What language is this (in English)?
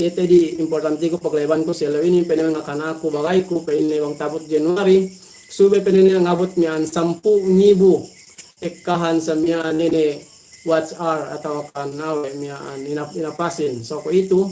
Yakan